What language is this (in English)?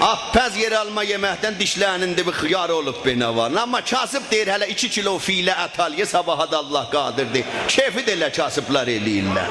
South Azerbaijani